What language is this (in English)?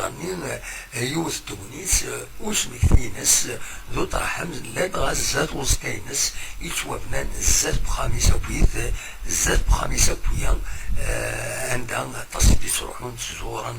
Kabyle